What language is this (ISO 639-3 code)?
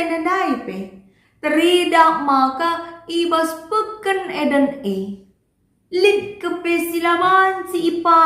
btx